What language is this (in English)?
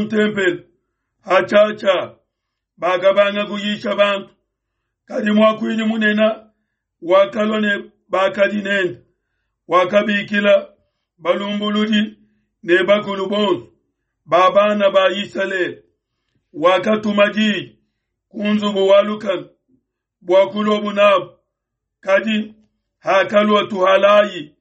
Luba-Lulua